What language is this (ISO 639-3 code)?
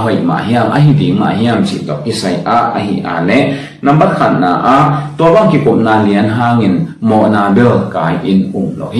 ctd